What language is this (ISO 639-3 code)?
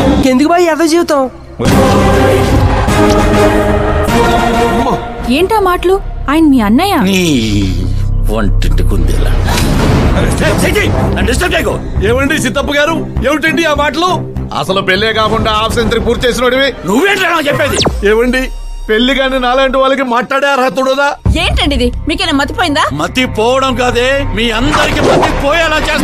tel